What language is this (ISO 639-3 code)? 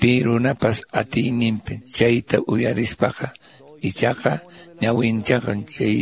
que